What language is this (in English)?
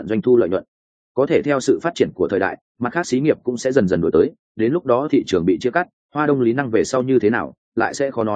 Vietnamese